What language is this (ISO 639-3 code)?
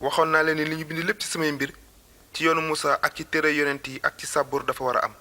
wol